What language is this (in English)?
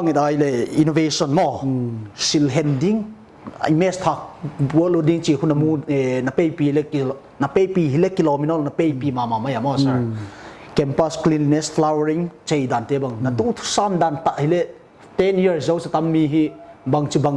Paite Chin